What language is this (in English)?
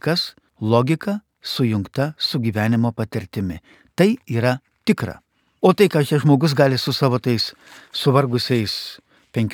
Lithuanian